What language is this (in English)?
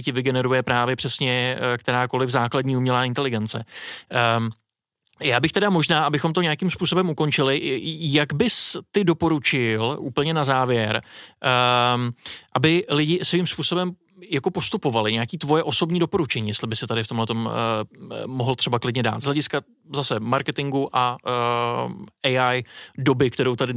Czech